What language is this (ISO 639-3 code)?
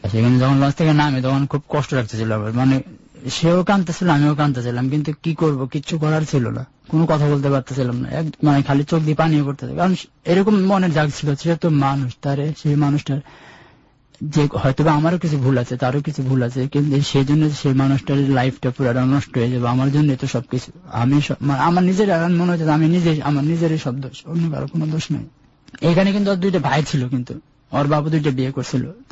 ben